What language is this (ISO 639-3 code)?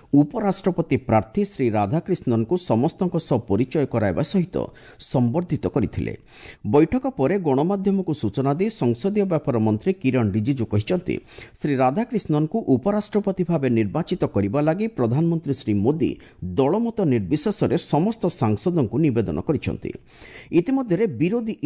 ori